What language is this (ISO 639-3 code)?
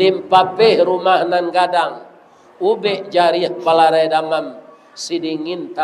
min